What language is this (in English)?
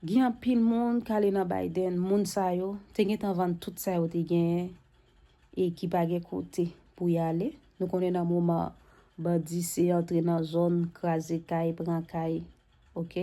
Haitian Creole